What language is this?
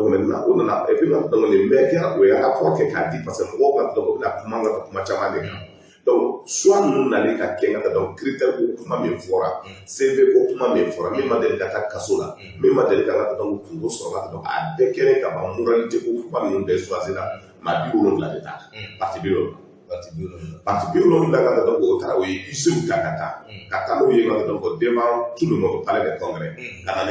Bambara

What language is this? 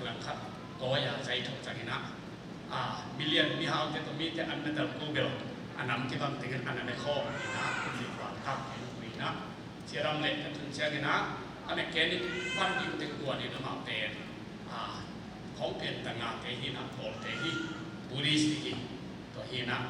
Tedim Chin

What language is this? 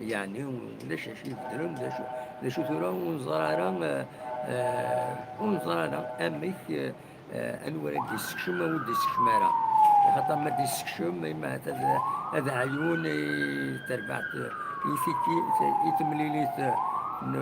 Kabyle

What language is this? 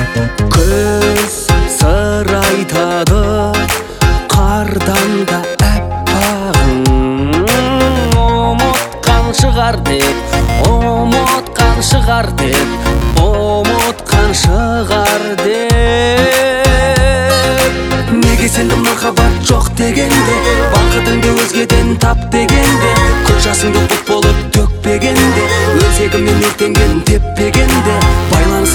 Kazakh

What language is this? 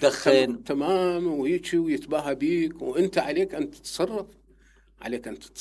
Mesopotamian Arabic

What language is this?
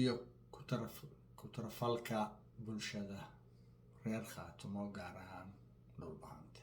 Somali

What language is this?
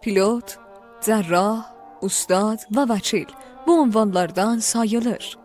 South Azerbaijani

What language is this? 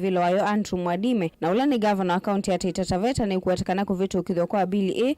Kamba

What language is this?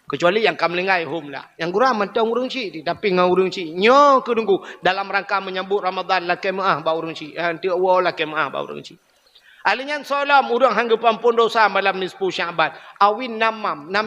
Achinese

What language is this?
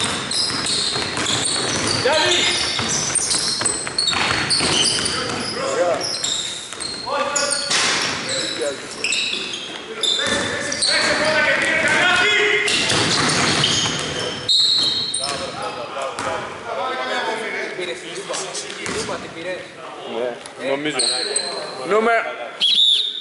Greek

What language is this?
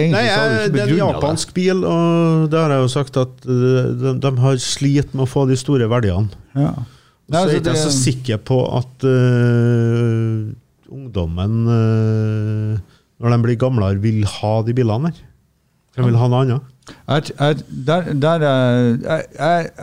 Norwegian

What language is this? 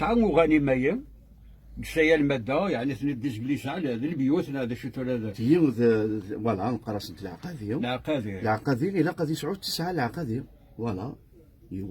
Kabyle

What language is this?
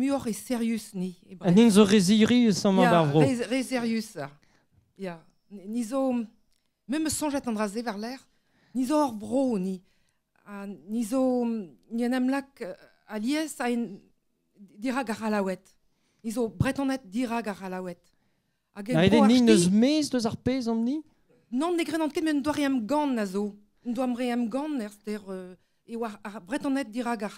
Breton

